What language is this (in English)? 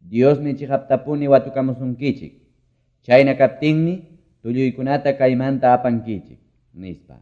Quechua